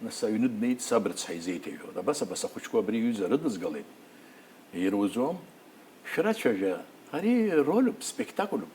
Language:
Abkhazian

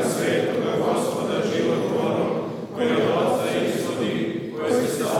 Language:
Serbian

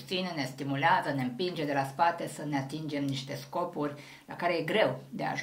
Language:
Romanian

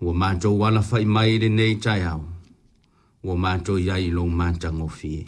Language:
Samoan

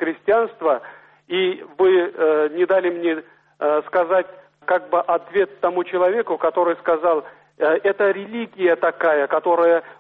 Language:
Russian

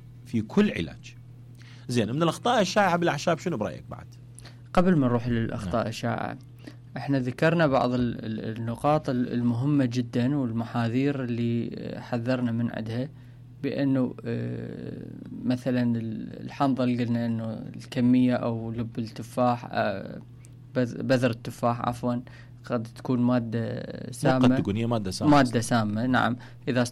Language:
Mesopotamian Arabic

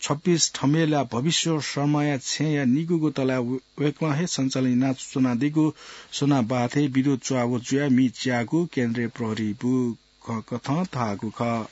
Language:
Newari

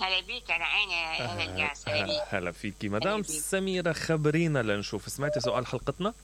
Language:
Mesopotamian Arabic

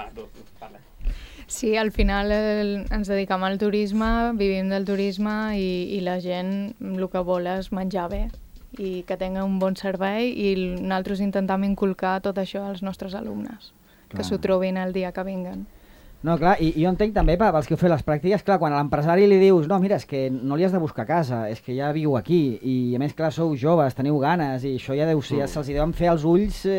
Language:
Catalan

